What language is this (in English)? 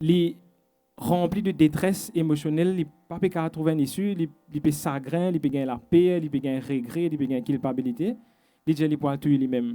Morisyen